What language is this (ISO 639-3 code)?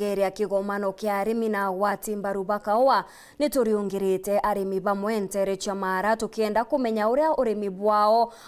mer